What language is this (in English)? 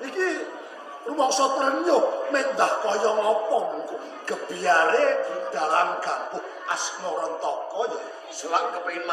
Javanese